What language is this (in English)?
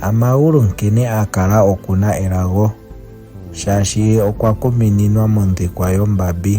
Ndonga